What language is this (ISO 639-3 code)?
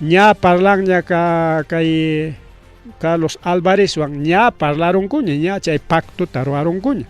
quy